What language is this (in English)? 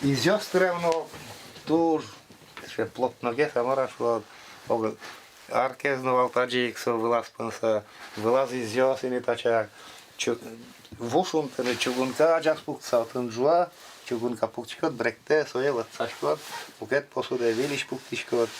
Udmurt